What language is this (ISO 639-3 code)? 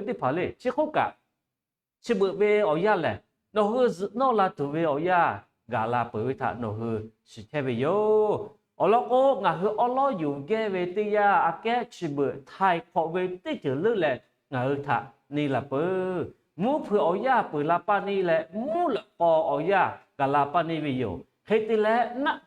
lhu